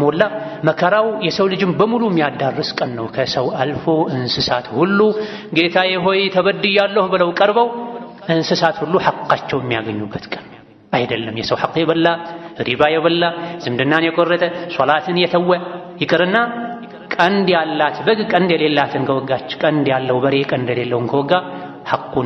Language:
Amharic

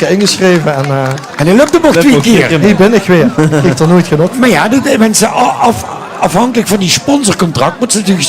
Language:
Limburgish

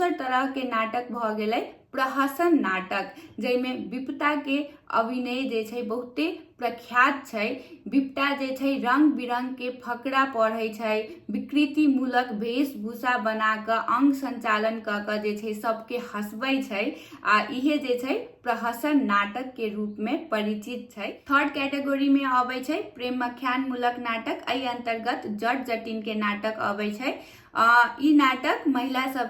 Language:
Maithili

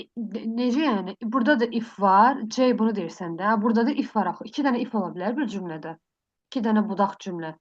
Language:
Azerbaijani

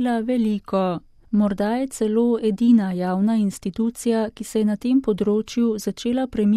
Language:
Slovenian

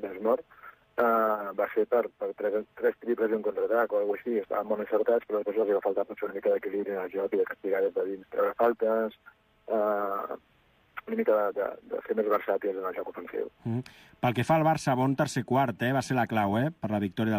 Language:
Catalan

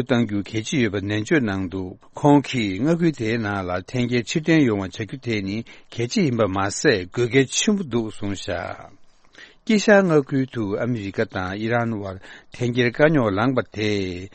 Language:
Tibetan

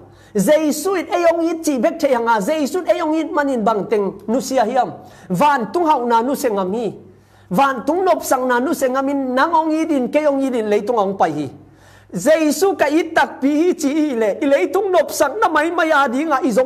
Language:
Tedim Chin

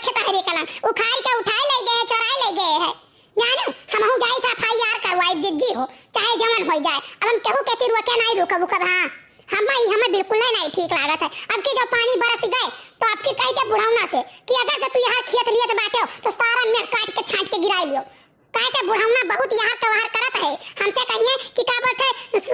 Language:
Awadhi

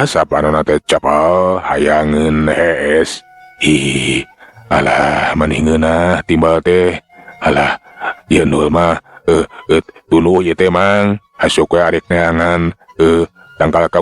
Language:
Sundanese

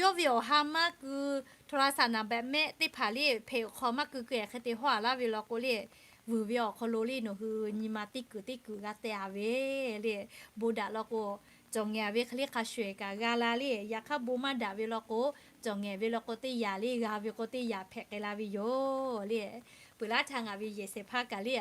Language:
Lahu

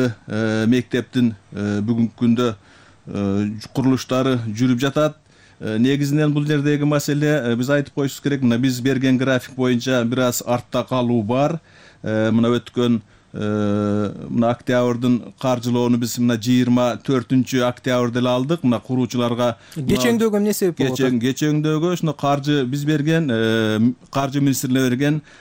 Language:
Kyrgyz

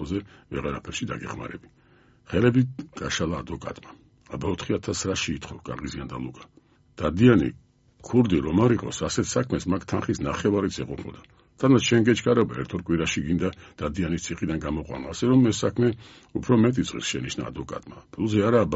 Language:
Georgian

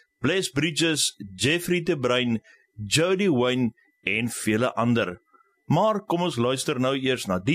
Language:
Afrikaans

